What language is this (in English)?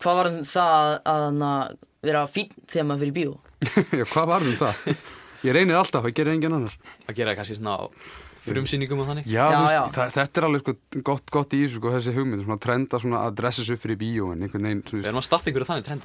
Icelandic